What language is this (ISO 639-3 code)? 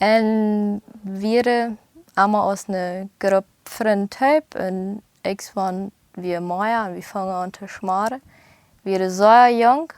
pdt